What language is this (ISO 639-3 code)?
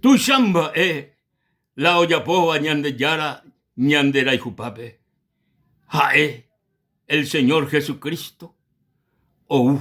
grn